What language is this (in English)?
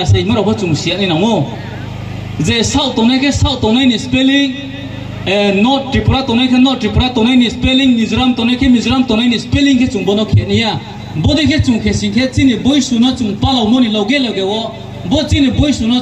Riang (India)